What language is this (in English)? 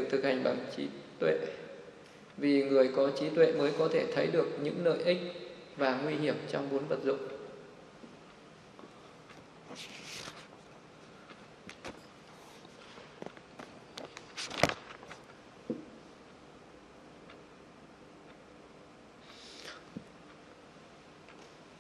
Vietnamese